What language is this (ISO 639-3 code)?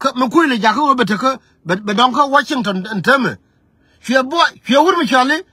nus